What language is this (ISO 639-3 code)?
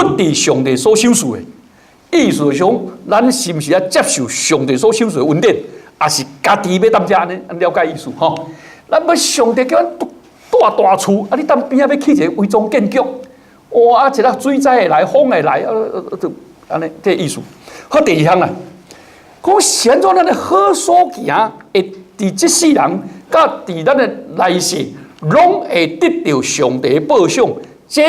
nan